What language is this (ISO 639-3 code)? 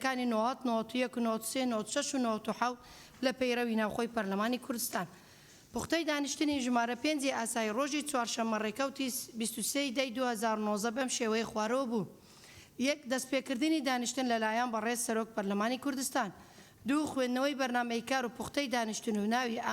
ckb